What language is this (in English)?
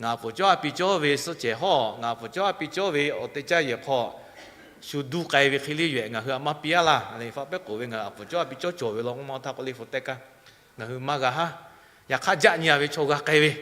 Lahu